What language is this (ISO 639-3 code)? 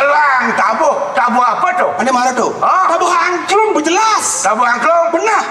ban